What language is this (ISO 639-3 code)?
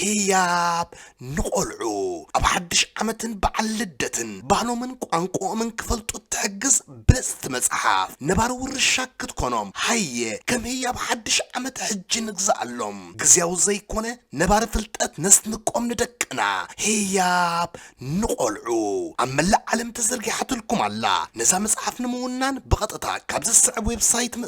tir